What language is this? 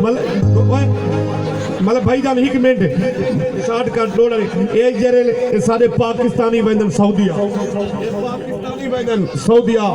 Saraiki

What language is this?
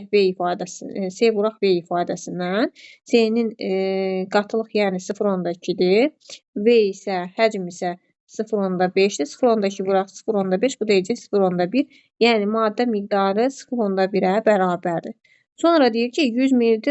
Azerbaijani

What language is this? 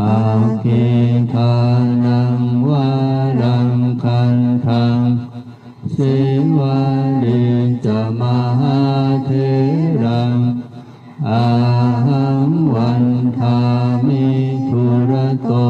Pali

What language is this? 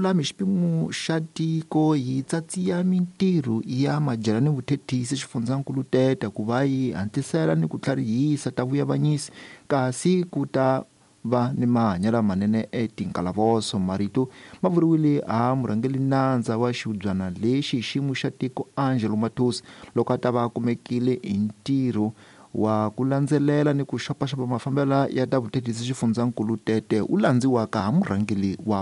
Tsonga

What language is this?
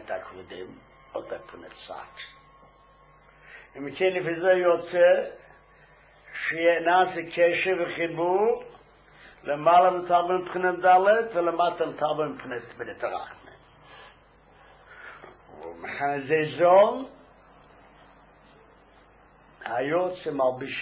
Hebrew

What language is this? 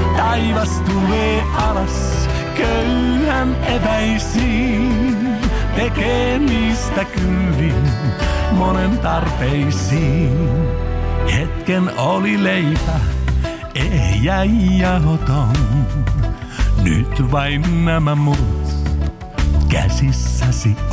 Finnish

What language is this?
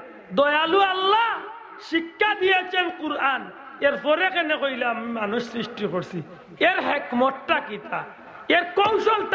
Sylheti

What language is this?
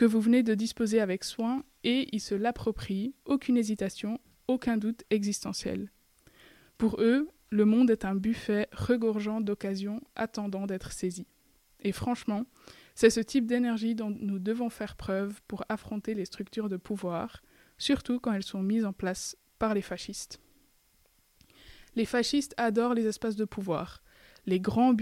French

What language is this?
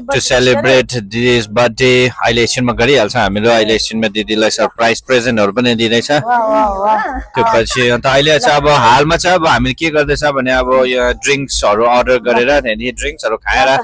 Nepali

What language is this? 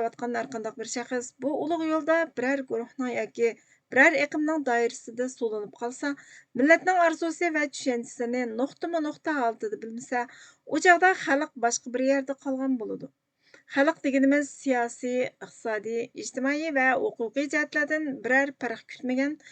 Uyghur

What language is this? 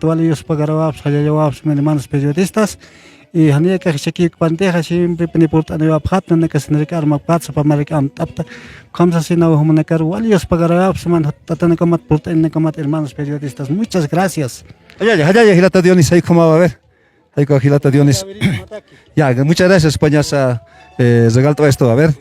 Aymara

